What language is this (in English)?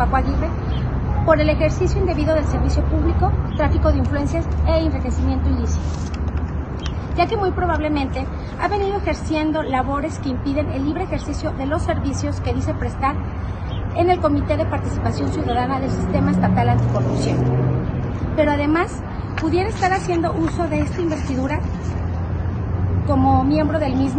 Spanish